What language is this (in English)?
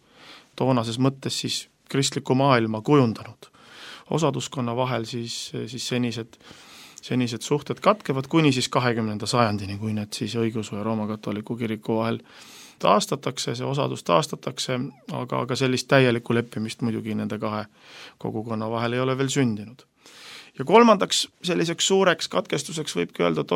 Estonian